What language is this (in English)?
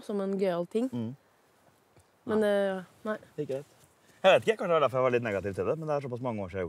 Norwegian